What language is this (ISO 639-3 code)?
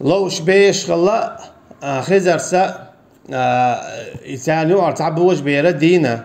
che